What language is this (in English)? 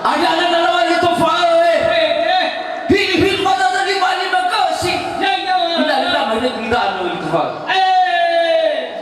Nias